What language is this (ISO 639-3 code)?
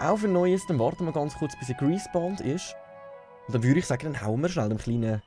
gsw